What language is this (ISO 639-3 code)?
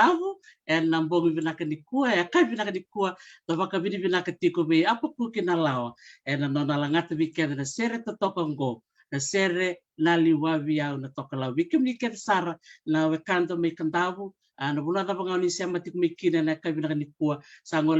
fij